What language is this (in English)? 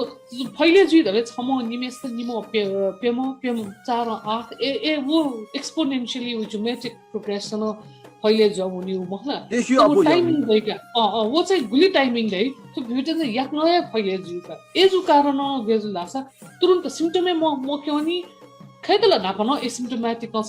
Newari